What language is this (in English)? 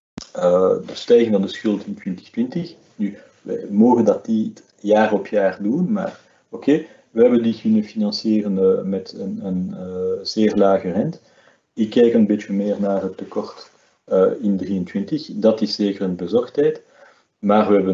Dutch